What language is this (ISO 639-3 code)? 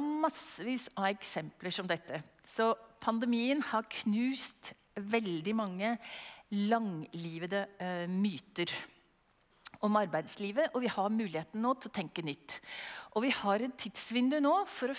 nor